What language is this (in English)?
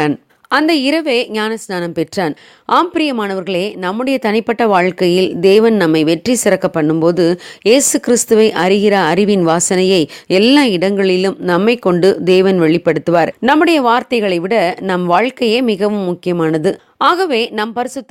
Tamil